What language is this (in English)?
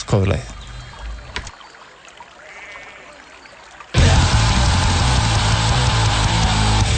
Icelandic